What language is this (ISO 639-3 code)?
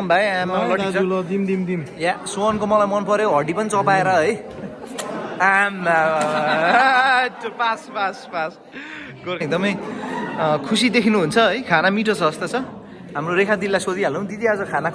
nep